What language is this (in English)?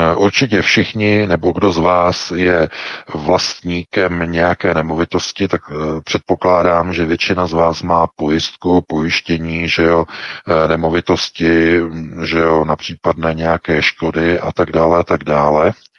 Czech